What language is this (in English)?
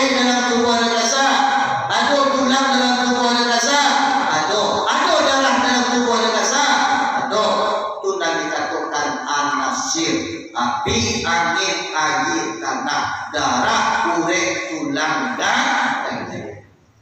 Minangkabau